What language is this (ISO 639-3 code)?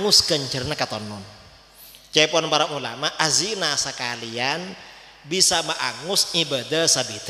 mad